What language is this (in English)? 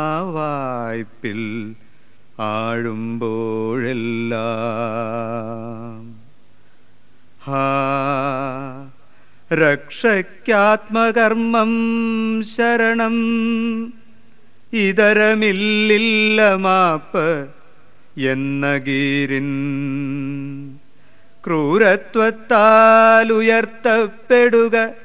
Malayalam